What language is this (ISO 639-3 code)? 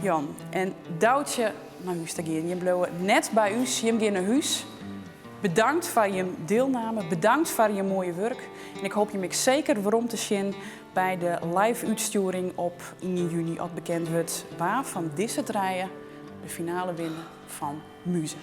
fry